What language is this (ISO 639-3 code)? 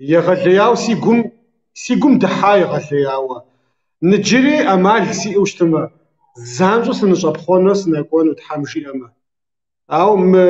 kbd